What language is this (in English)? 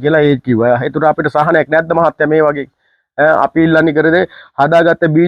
Sinhala